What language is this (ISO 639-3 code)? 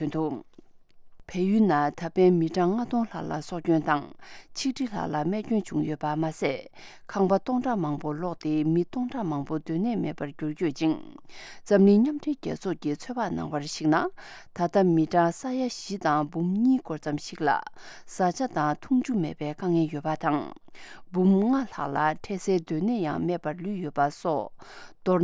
bod